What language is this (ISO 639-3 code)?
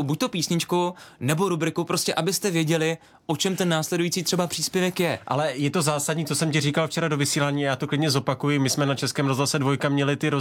ces